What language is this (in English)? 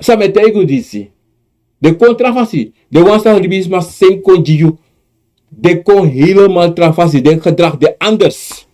Sranan Tongo